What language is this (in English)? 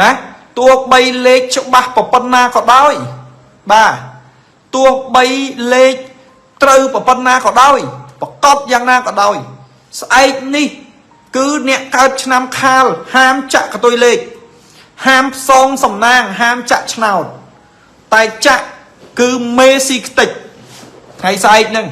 Khmer